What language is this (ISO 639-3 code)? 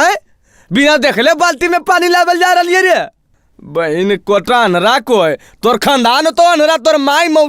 mag